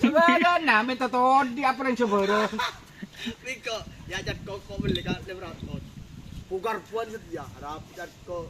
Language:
Madurese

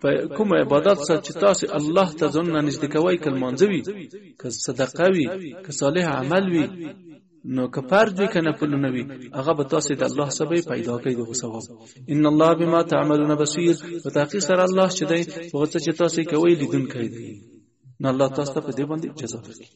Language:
Pashto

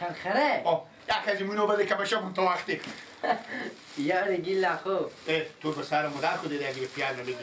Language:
Persian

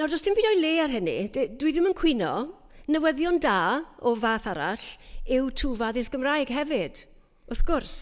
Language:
Welsh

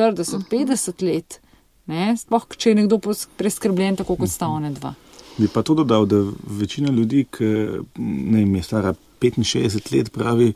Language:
Slovenian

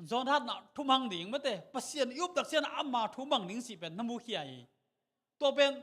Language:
Tedim Chin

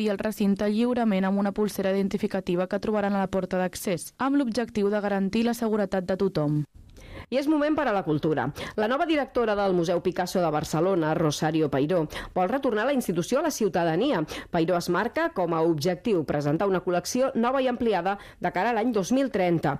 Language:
Catalan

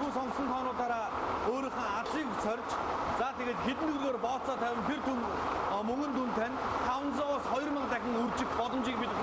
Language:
Mongolian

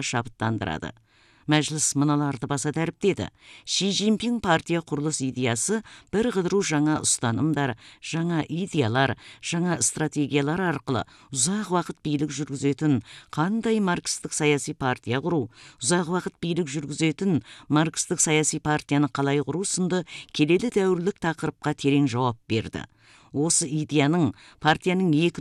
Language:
Kazakh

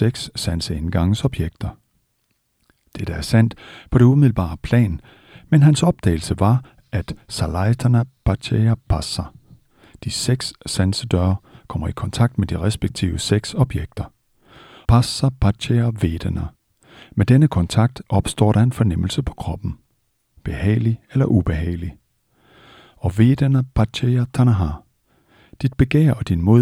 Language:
Danish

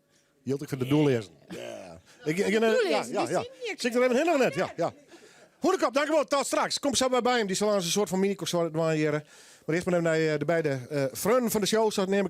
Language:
Western Frisian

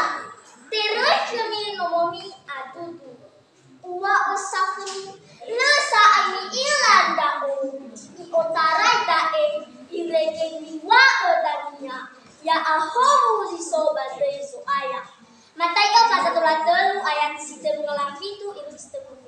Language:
Nias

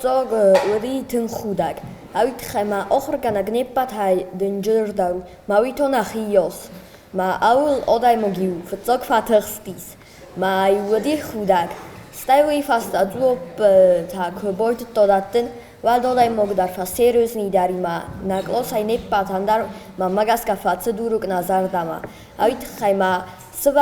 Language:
Ossetic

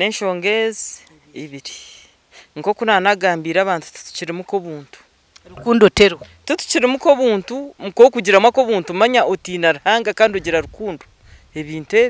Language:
Nyankole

